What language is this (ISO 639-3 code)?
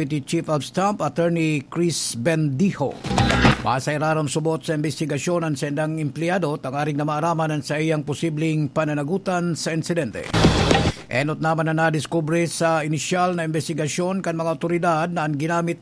bik